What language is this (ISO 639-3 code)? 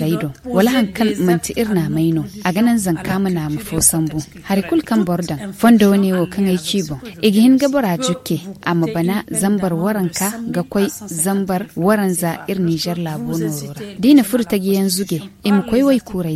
dje